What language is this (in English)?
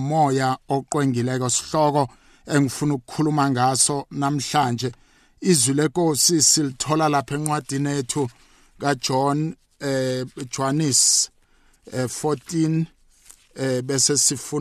South Ndebele